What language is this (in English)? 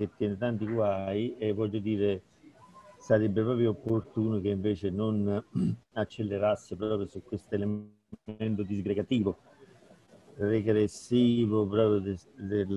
Italian